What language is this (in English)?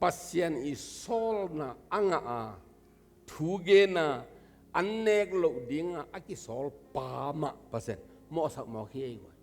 Tedim Chin